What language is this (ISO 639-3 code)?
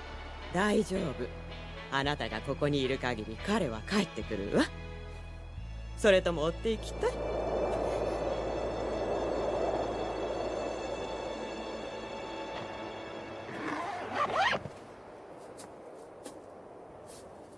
jpn